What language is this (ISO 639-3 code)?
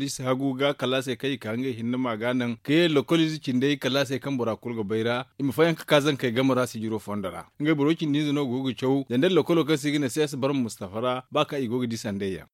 dje